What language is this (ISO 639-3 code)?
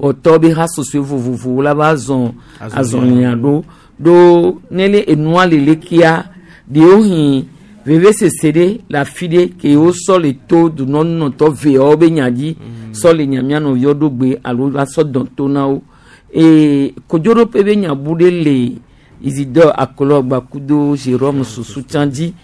gej